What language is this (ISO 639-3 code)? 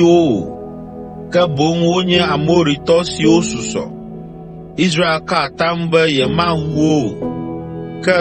ewe